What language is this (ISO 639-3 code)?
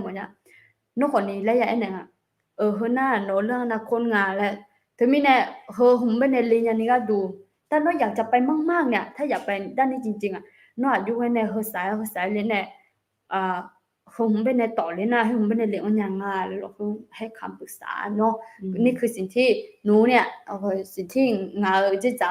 ahk